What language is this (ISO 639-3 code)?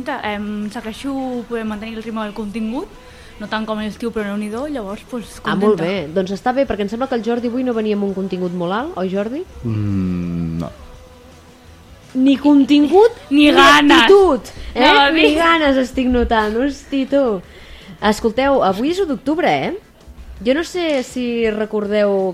cat